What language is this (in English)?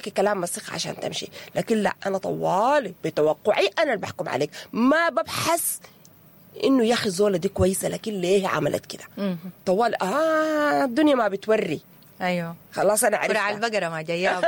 Sudanese Arabic